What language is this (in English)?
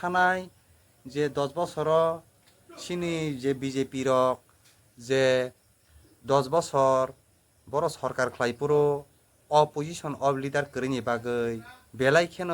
Kok Borok